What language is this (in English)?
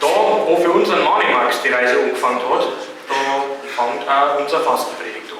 Bavarian